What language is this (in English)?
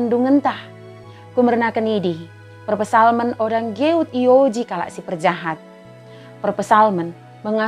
Batak Dairi